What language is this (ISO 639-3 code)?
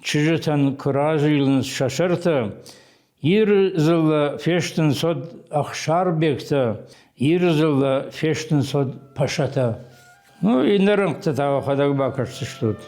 oss